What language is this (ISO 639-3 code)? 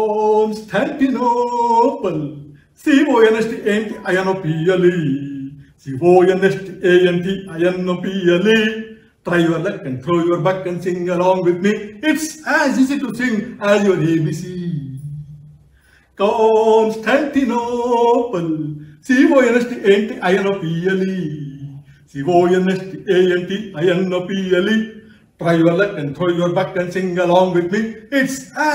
kan